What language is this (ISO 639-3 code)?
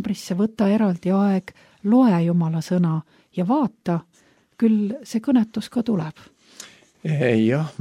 est